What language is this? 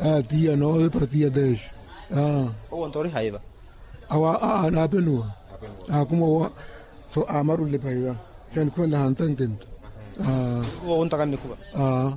Makhuwa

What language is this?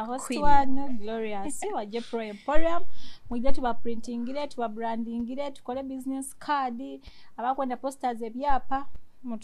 Nyoro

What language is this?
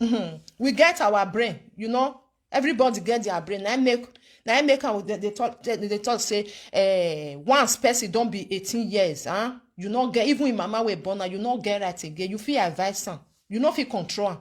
Nigerian Pidgin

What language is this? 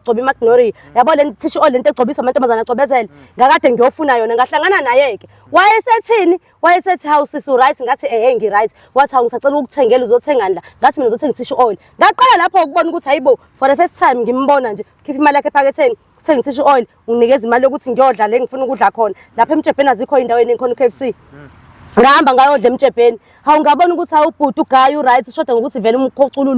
Zulu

